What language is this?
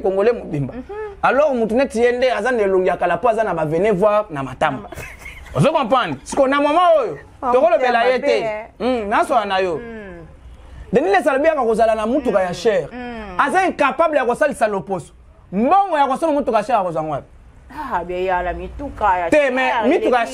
Lingala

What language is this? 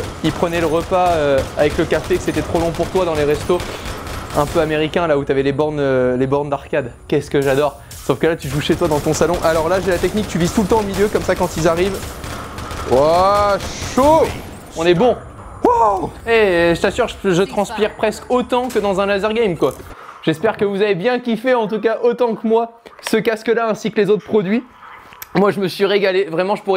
French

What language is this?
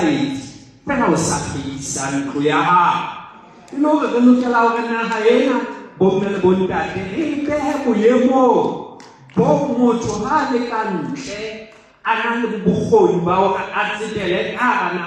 Southern Sotho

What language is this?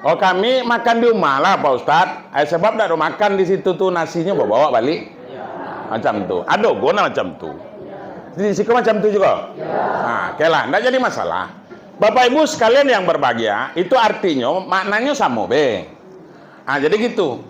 Minangkabau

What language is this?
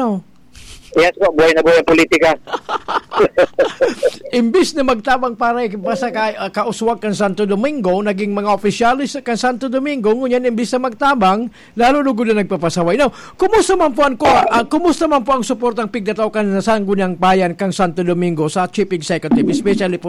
Bikol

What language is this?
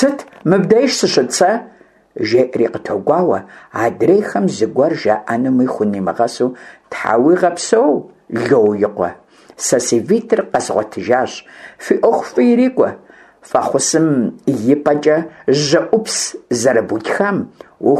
Kabardian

